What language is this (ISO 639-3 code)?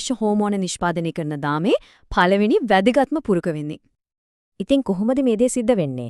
sin